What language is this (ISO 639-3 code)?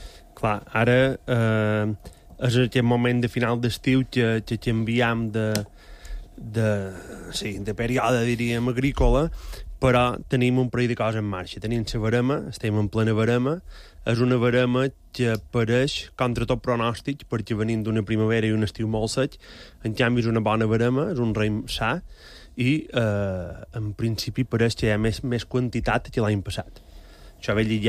cat